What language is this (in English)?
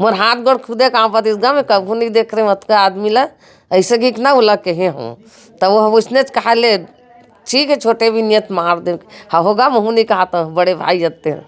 Chhattisgarhi